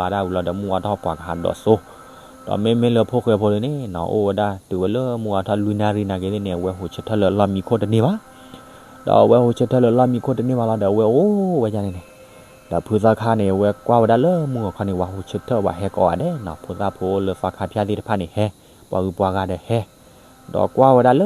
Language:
S'gaw Karen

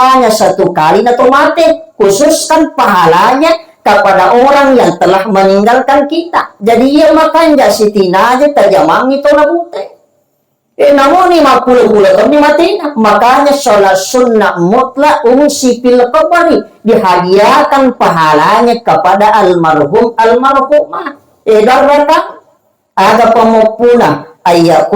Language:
Buginese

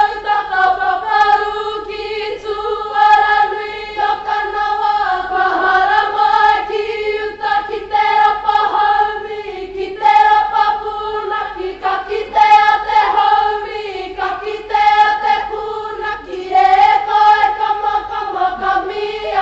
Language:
Māori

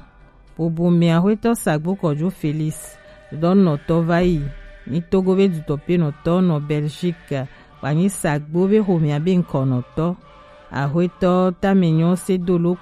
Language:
Gen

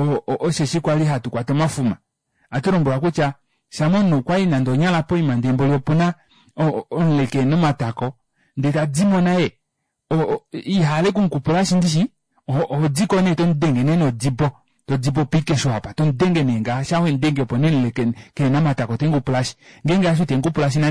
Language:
Kuanyama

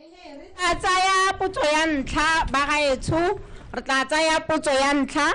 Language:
Tswana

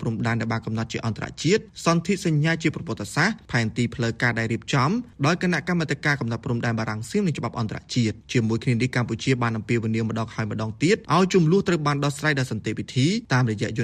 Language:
Khmer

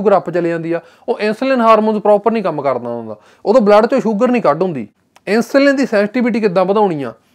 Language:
Punjabi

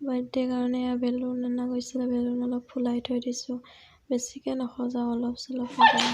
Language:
Assamese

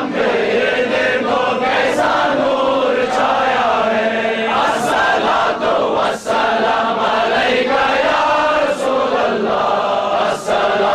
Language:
Kashmiri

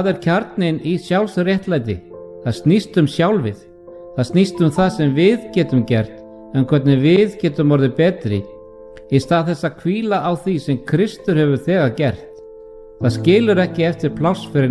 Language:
Icelandic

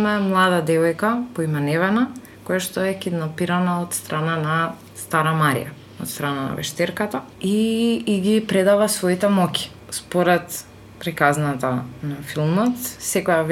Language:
Macedonian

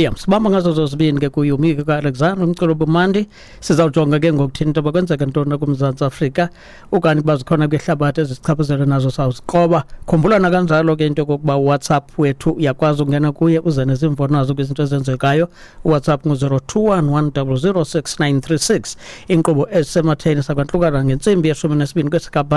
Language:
Xhosa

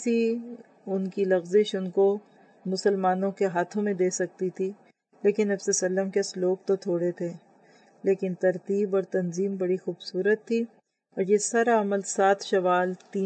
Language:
Urdu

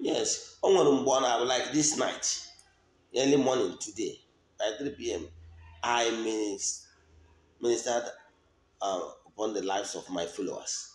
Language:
Igbo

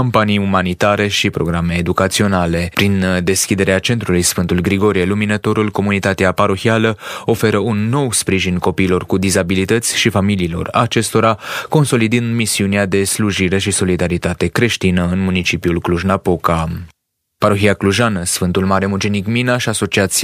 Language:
Romanian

